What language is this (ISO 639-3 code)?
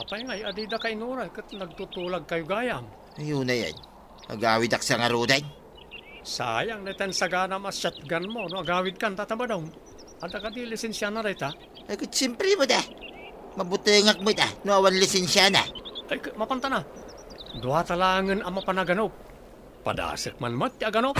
ilo